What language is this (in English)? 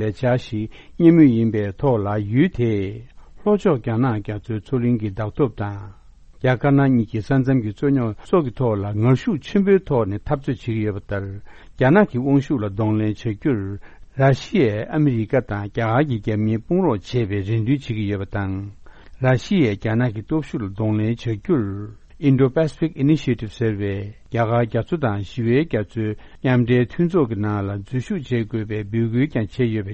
Tibetan